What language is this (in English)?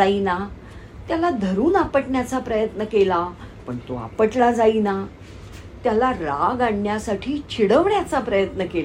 Marathi